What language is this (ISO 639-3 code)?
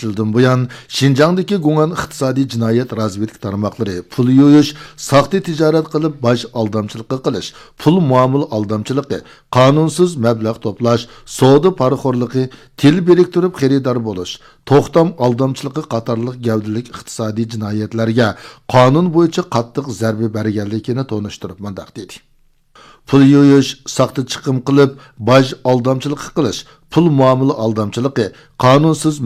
uig